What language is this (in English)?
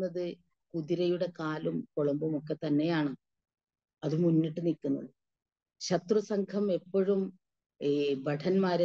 Malayalam